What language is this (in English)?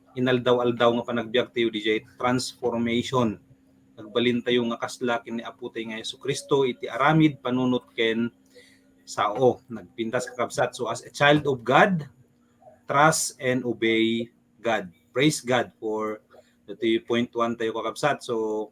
Iloko